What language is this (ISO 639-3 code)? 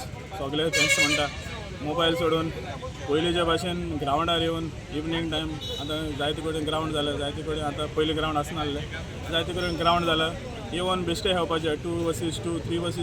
kok